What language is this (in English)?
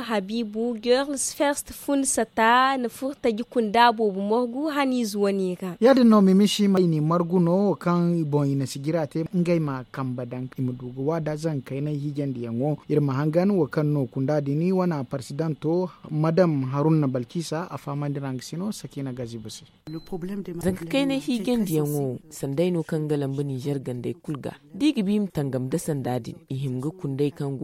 Zarma